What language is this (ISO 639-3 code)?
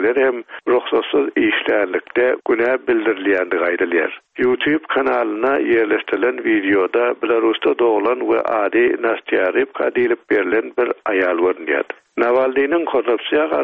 tuk